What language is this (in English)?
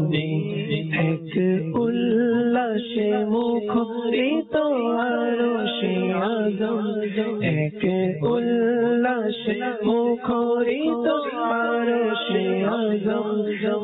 Bangla